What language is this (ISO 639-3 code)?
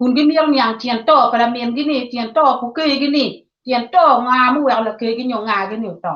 ach